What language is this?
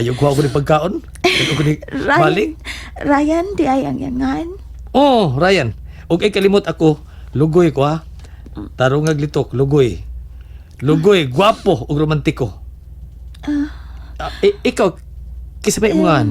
Cebuano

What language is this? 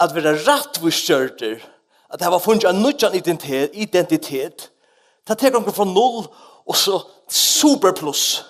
Faroese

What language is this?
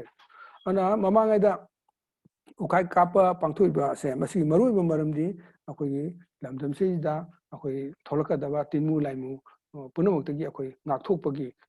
Manipuri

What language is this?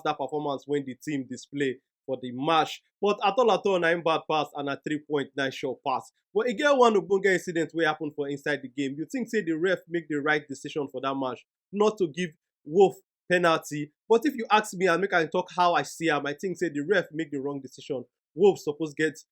Nigerian Pidgin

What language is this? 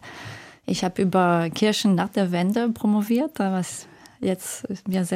German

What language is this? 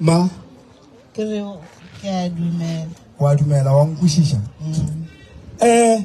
Northern Sotho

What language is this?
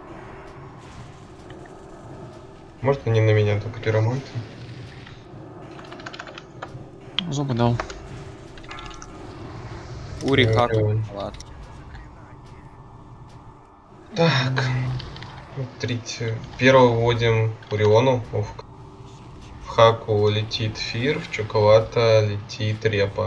Russian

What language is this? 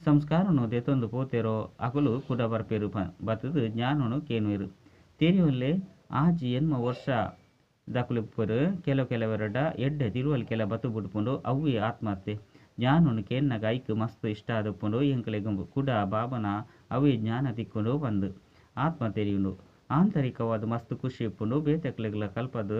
Tulu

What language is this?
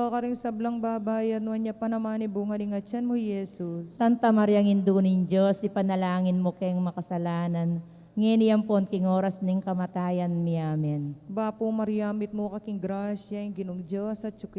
Pampanga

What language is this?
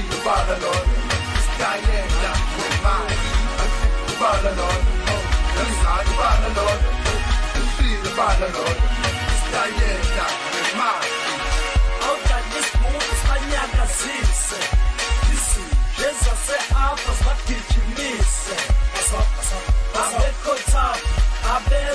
Zulu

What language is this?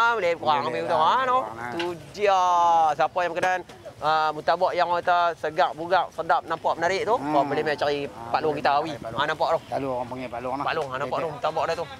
Malay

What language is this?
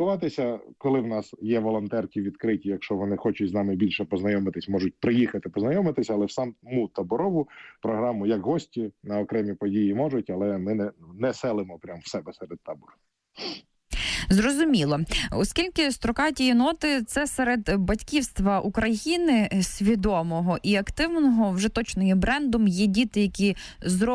Ukrainian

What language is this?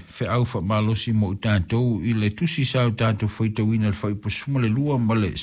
Samoan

